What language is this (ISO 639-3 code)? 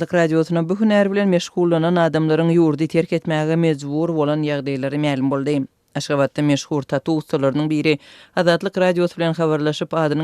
tuk